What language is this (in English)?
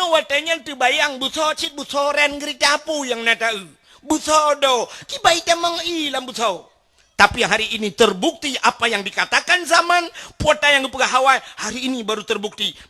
Achinese